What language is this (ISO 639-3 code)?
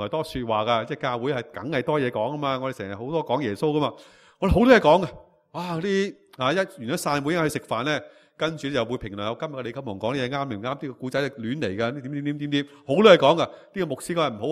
yue